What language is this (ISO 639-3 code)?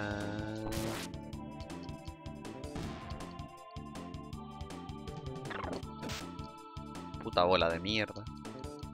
spa